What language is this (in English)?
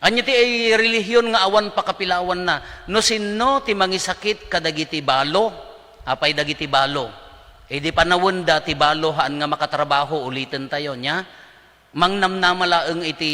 Iloko